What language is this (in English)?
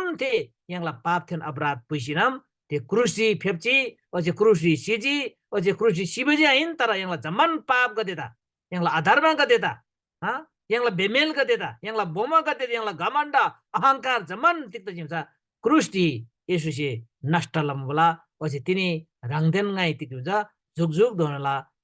Eastern Tamang